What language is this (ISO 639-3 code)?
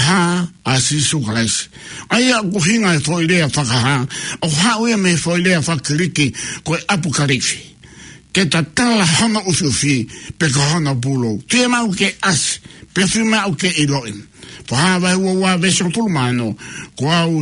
ton